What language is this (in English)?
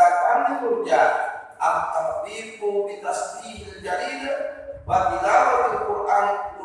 Buginese